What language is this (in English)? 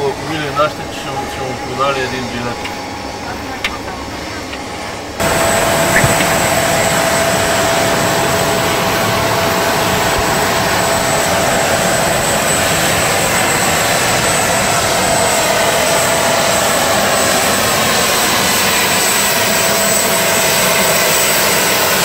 Bulgarian